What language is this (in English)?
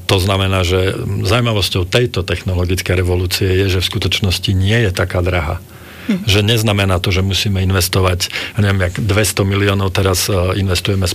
Slovak